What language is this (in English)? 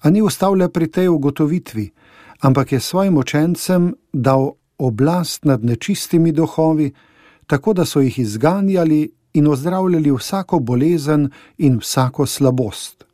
Slovenian